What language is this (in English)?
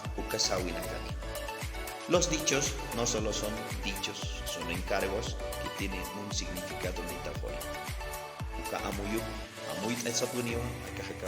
Aymara